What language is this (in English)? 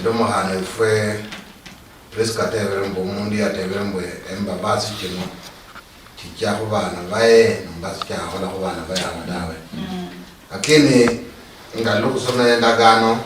Luyia